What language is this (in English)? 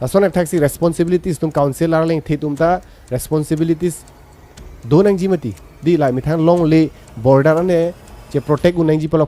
Karbi